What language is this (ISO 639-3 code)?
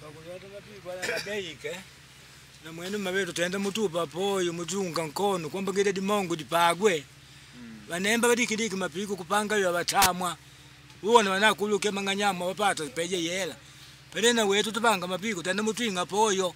kde